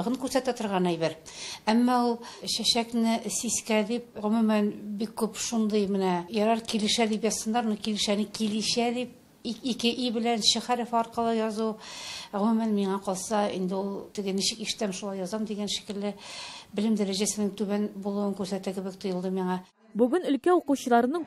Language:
Tatar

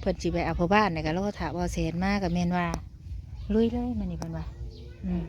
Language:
Northeastern Thai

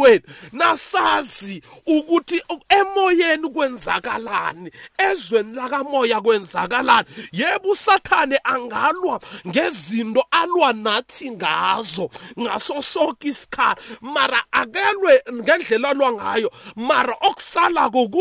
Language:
South Ndebele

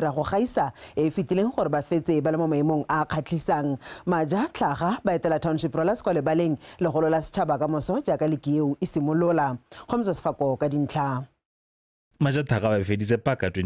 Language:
Tswana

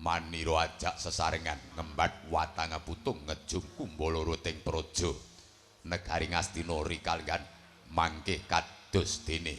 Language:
Javanese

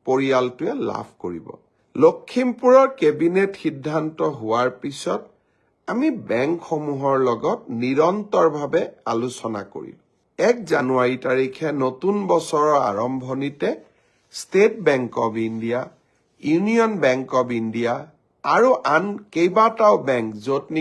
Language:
Assamese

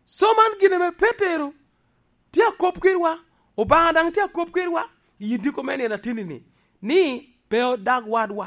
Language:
Lango (Uganda)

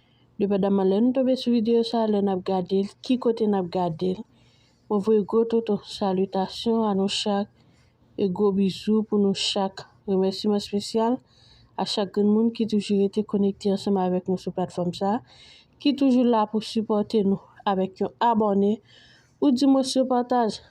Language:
Haitian Creole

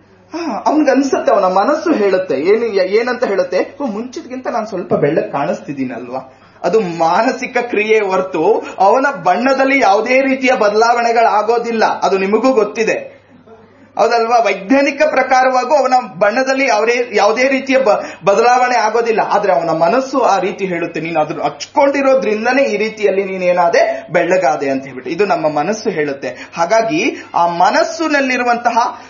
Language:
Kannada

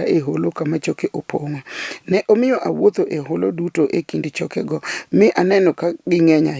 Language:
Luo (Kenya and Tanzania)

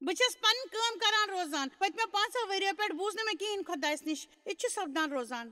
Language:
Kashmiri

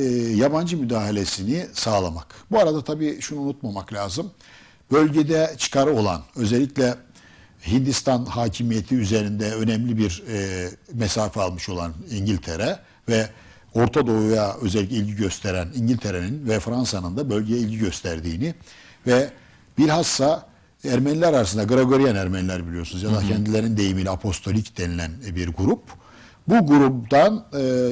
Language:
Turkish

